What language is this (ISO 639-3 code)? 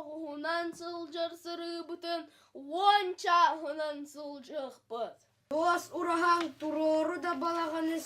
sah